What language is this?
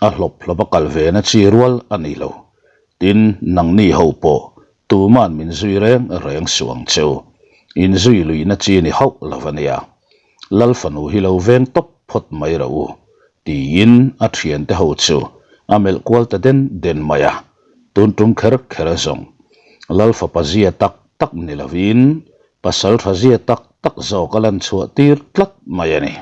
Mizo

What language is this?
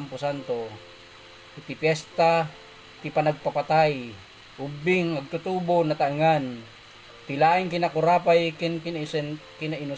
Iloko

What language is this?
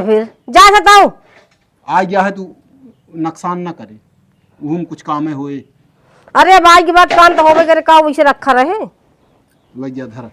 Awadhi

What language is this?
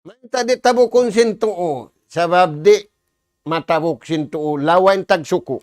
Tausug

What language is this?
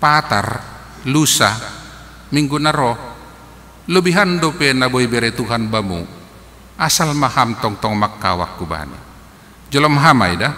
Batak Simalungun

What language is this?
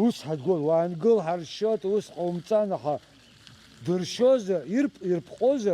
Abkhazian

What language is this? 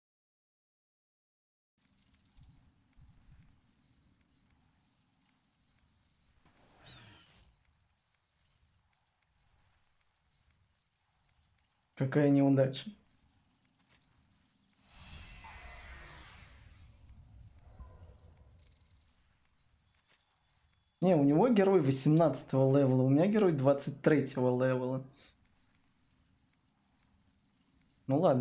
Russian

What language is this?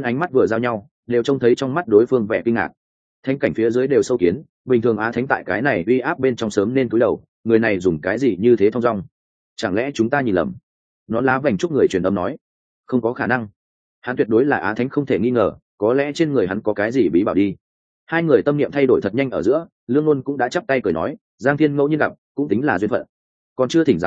Vietnamese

